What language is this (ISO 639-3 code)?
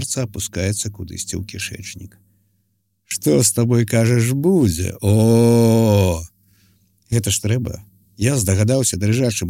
bel